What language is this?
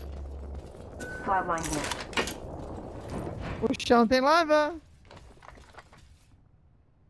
Portuguese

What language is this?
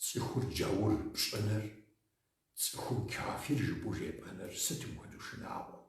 Kabardian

